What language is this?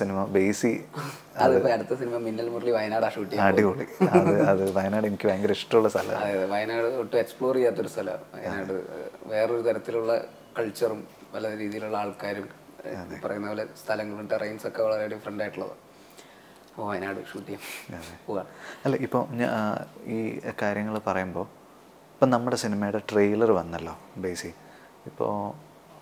Malayalam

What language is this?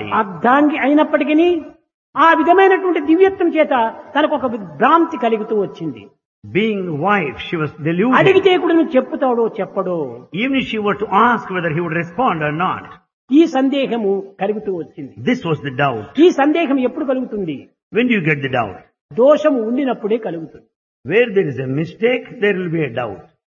Telugu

